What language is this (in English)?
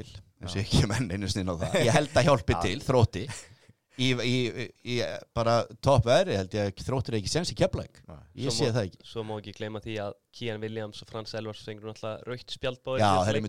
Icelandic